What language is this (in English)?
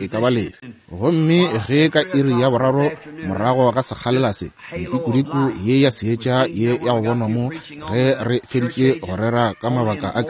Northern Sotho